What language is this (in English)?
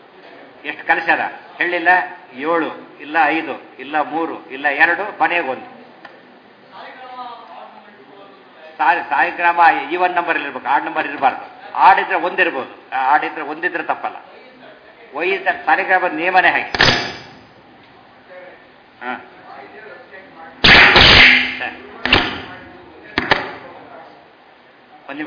Kannada